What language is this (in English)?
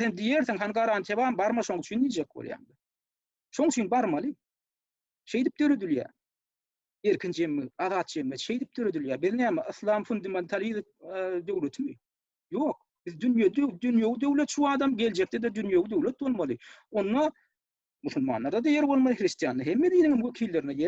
Turkmen